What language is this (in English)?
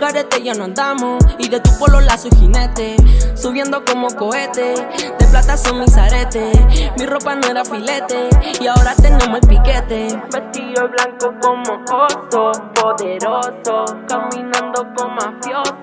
Spanish